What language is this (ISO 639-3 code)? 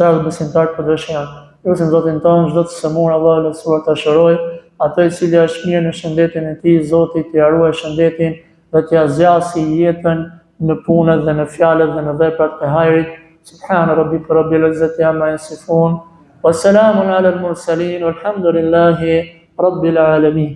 sqi